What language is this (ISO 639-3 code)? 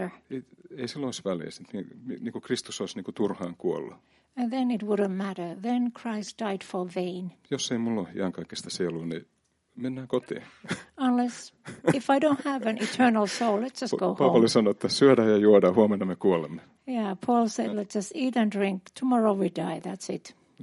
fin